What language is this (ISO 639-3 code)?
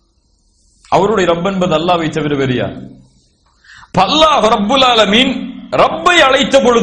tam